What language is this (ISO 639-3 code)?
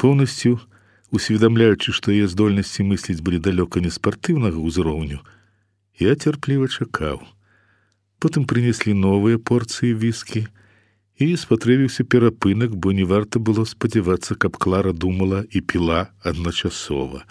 bel